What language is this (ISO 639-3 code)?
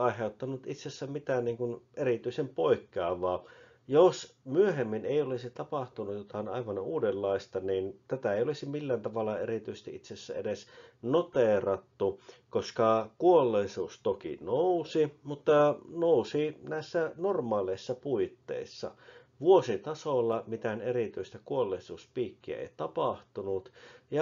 fin